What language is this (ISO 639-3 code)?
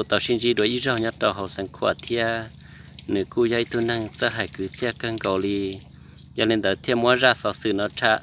hmn